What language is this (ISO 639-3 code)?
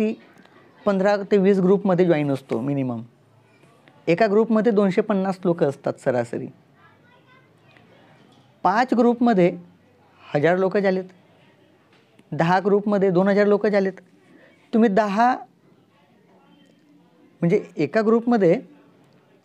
mar